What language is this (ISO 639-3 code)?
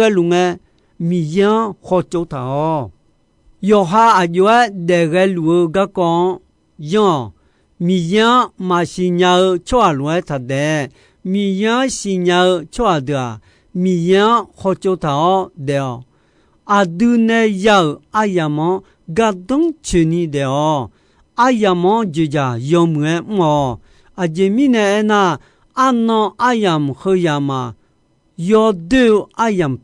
ahk